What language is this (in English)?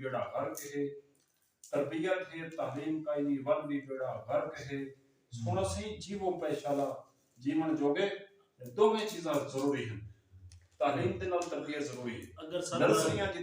Saraiki